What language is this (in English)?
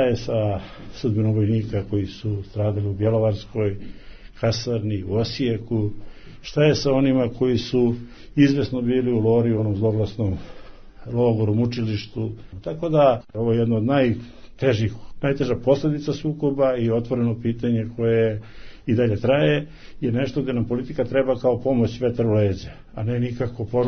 Serbian